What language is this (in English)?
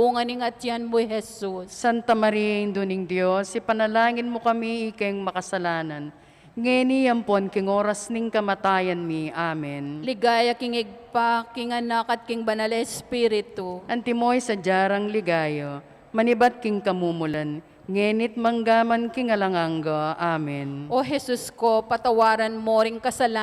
Pampanga